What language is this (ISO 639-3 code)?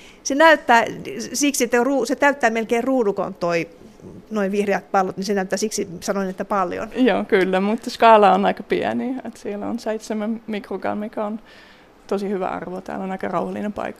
fin